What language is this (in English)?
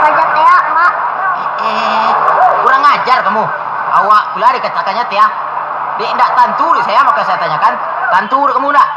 Minangkabau